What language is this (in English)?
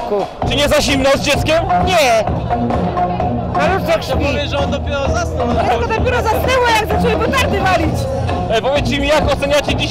Polish